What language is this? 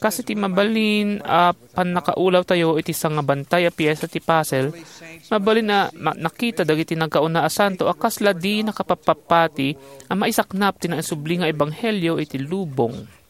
Iloko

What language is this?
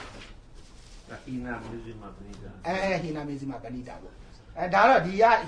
Burmese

